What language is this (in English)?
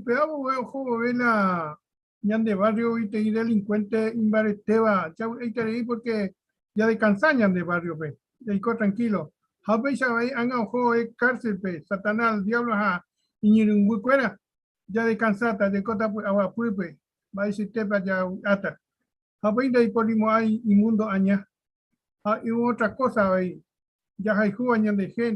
Guarani